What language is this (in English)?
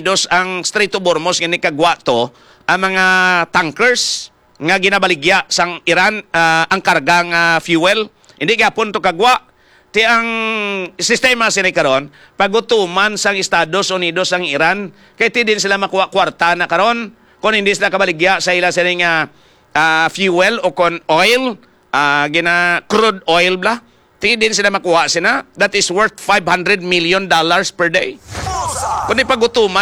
Hiligaynon